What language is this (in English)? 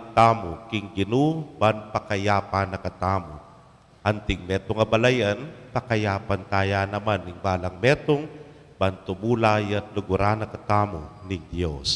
Pampanga